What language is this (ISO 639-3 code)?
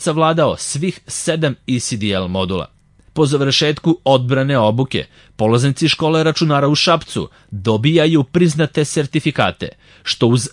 srp